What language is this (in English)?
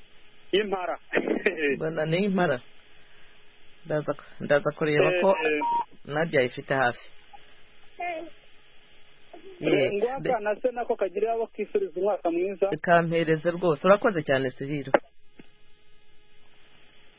Kinyarwanda